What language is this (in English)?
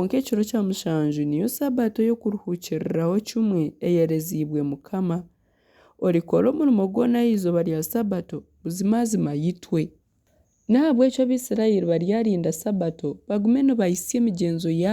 Nyankole